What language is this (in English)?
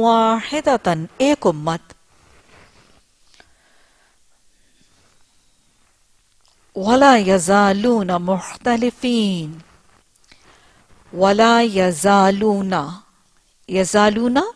Urdu